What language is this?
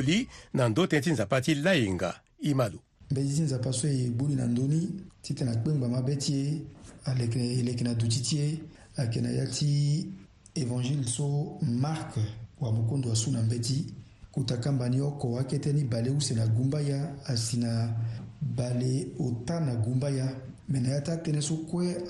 Sango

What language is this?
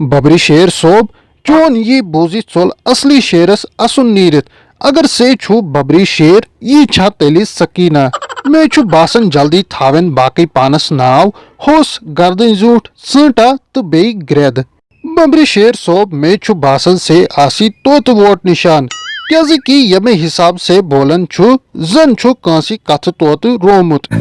Kashmiri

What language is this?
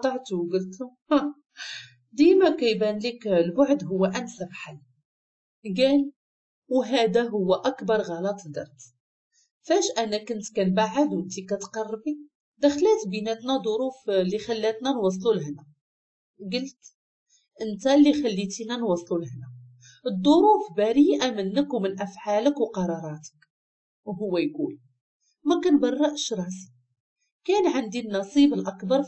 Moroccan Arabic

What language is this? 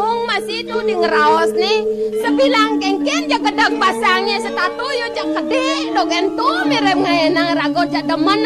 Balinese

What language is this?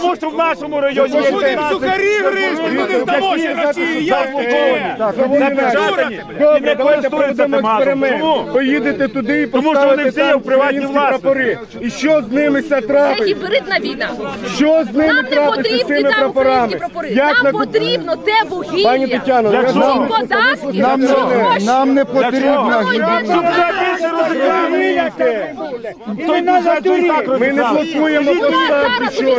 Ukrainian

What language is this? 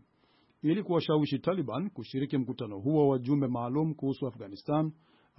Swahili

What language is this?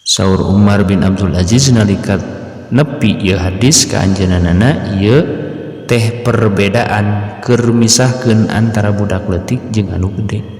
Sundanese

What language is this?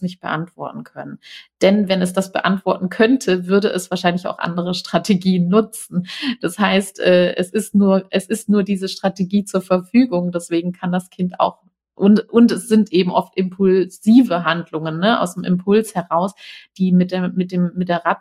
German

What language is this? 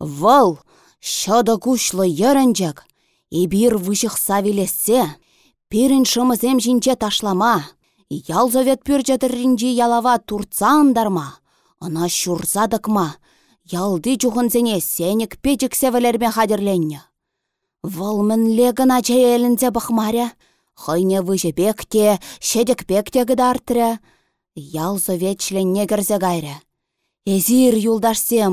Chuvash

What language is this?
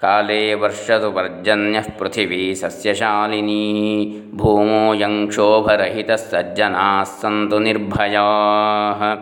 Sanskrit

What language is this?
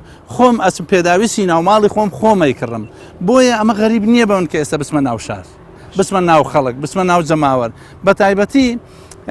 Central Kurdish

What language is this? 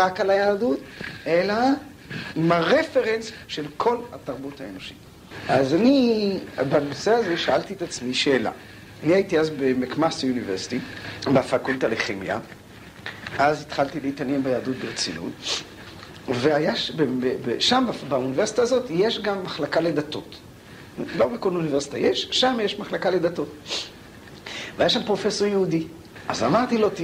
Hebrew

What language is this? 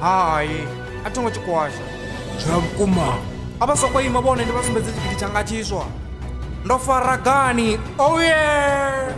Venda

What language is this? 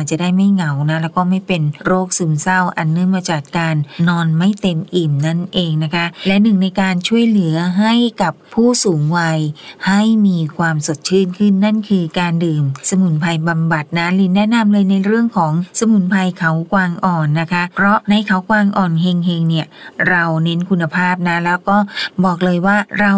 Thai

